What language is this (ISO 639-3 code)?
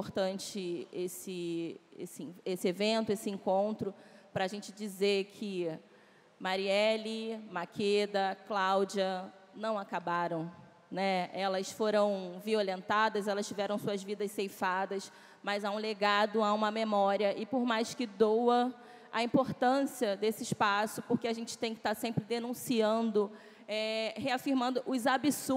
por